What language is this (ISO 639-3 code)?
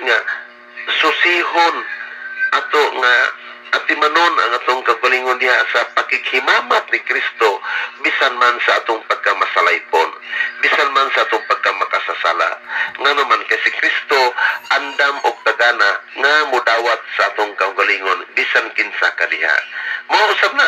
ceb